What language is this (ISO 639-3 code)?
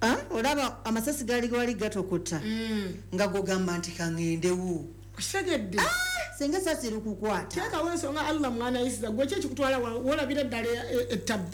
lug